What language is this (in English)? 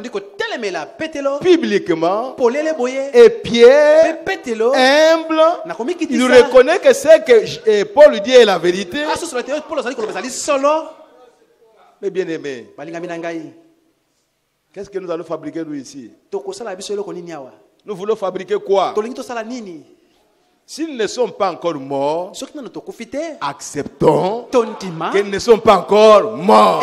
French